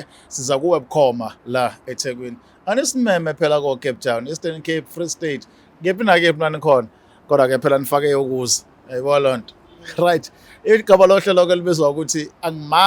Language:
Zulu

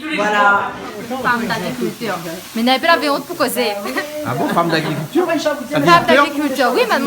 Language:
Réunion Creole French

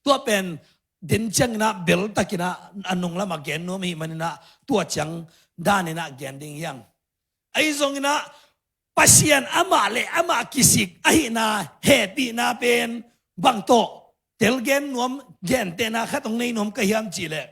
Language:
Tedim Chin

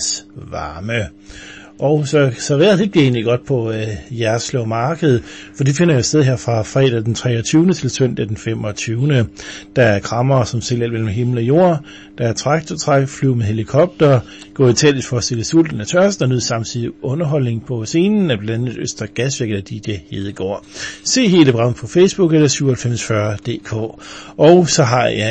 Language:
Danish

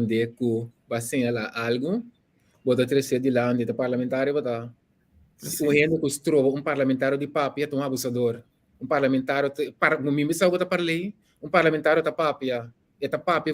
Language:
Papiamento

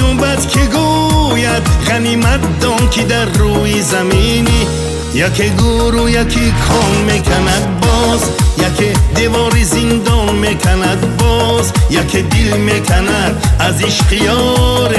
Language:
Tajik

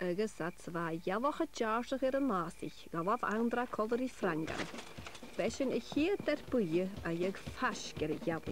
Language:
Scottish Gaelic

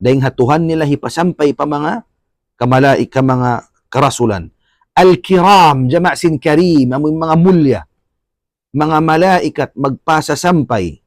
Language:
Tausug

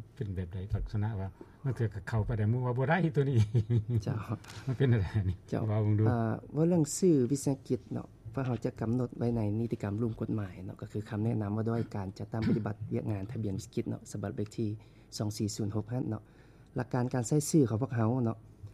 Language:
Lao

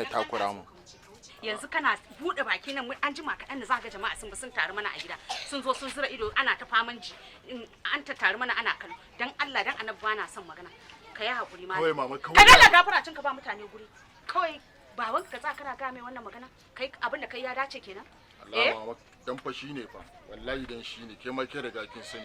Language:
Hausa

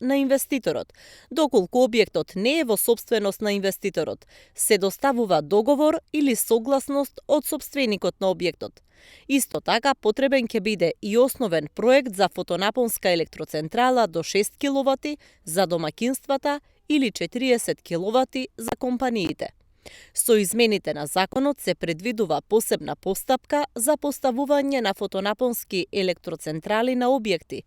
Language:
Macedonian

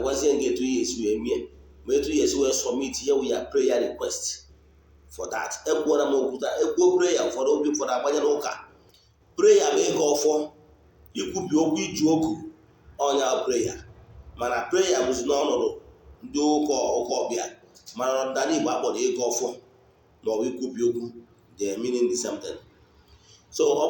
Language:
Igbo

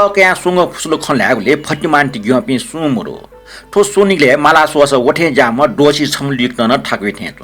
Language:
Newari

